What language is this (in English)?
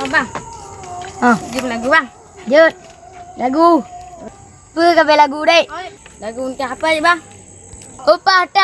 Achinese